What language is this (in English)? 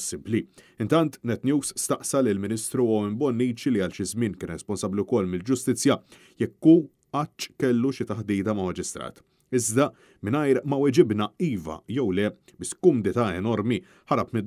Maltese